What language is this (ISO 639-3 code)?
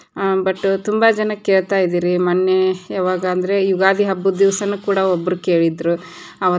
kan